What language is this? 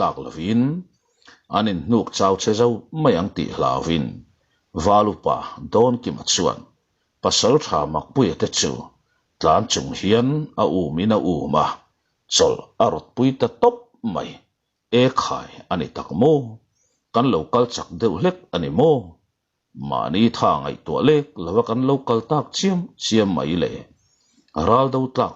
Mizo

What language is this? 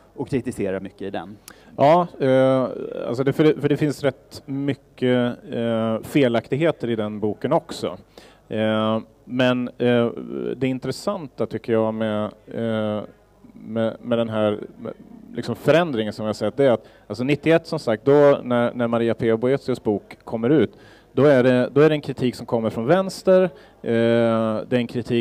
Swedish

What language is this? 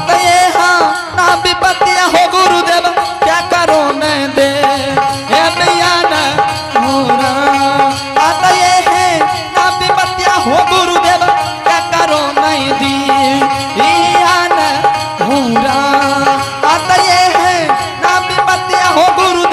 Angika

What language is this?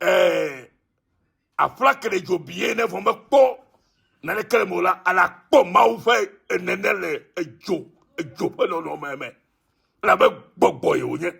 Ewe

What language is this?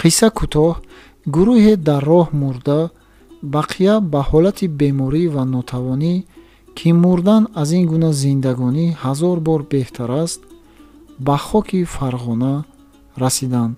Tajik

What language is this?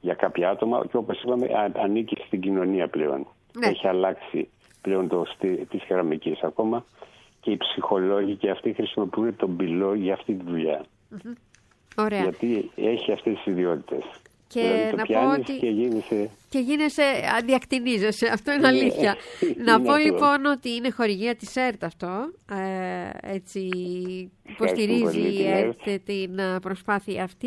Greek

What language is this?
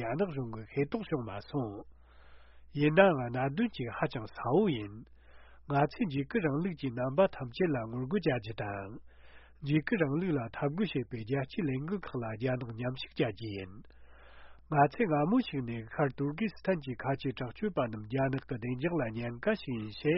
Tibetan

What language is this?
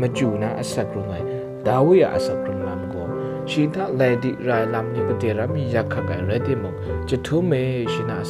Kachin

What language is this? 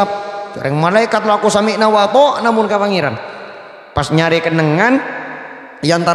Madurese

